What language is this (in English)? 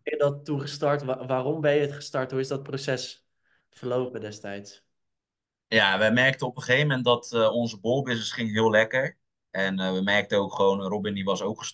Dutch